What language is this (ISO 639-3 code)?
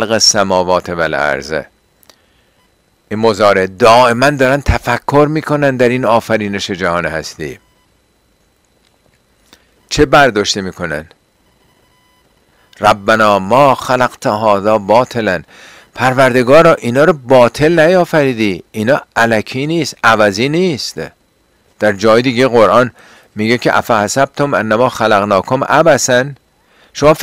fas